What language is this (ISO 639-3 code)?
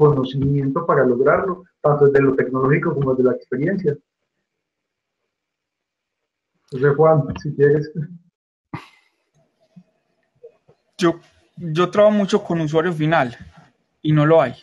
spa